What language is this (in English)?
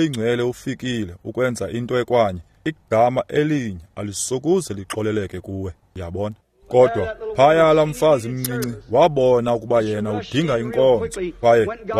Xhosa